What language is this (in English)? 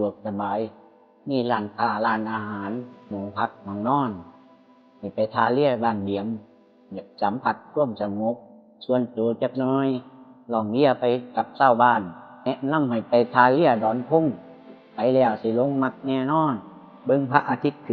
Lao